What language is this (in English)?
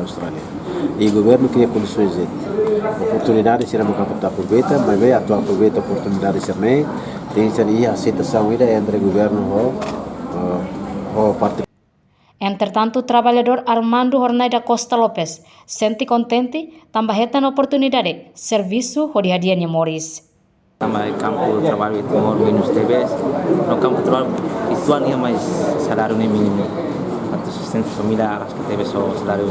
Tetum